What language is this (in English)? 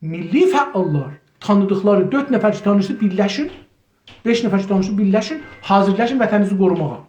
South Azerbaijani